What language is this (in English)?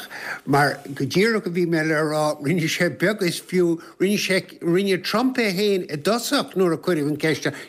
Irish